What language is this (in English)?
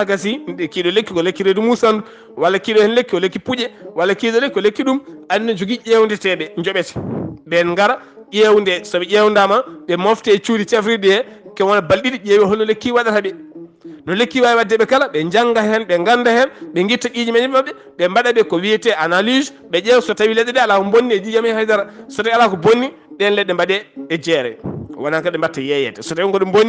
Fula